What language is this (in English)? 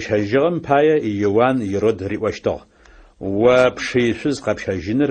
Adyghe